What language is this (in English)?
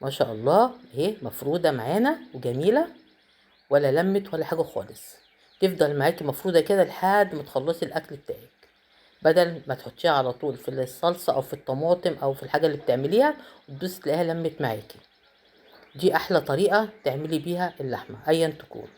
Egyptian Arabic